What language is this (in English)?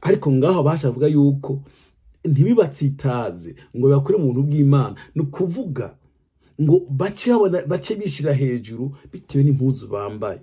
Rundi